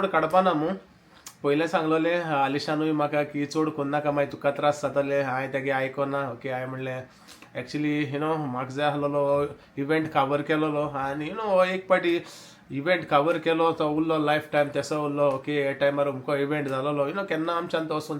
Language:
Konkani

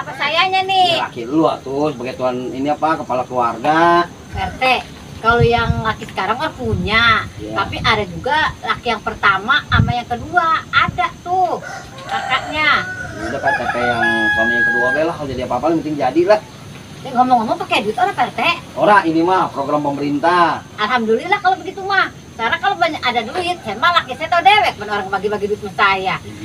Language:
Betawi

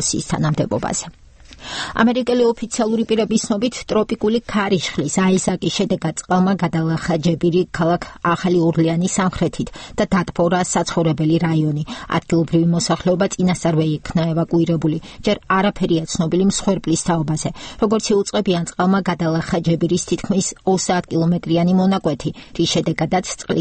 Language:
Georgian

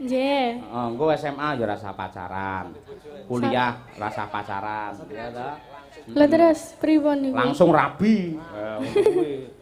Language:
Javanese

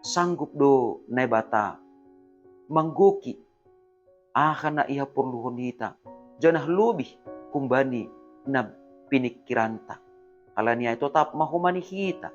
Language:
Batak Simalungun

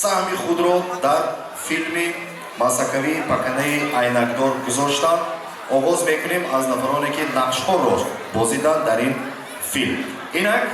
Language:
Tajik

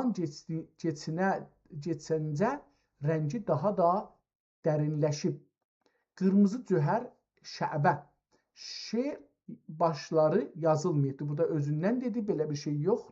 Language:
South Azerbaijani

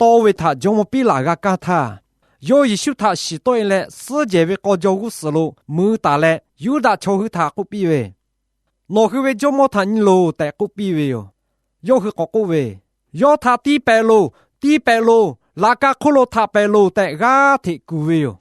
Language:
Lahu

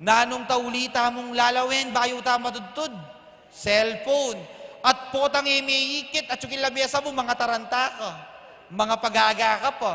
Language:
Pampanga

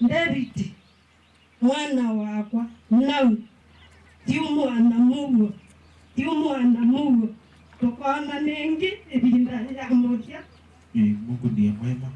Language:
Kamba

